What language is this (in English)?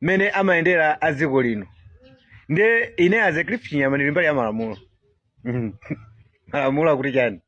Nyanja